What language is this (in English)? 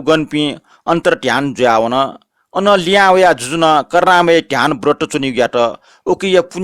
Newari